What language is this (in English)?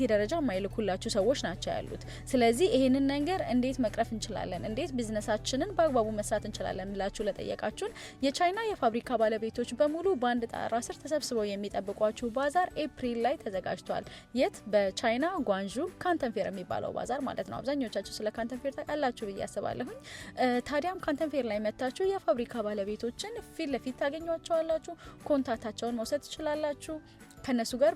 Amharic